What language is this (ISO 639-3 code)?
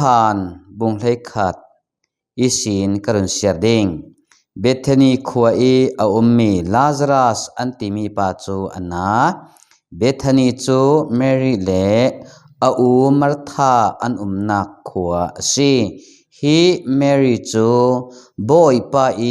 cfm